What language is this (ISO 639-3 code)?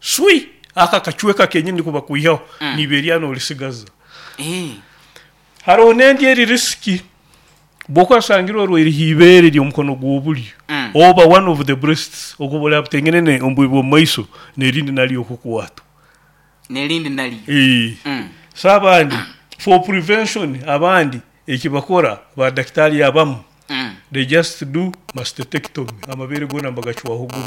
nyo